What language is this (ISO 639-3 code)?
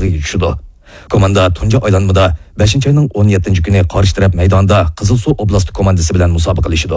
uig